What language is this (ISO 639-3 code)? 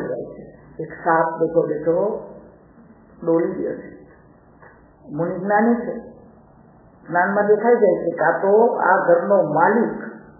guj